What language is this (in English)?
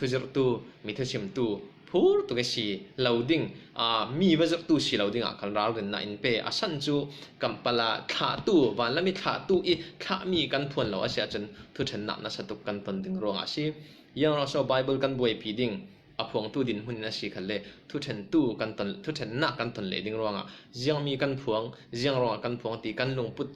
Falam Chin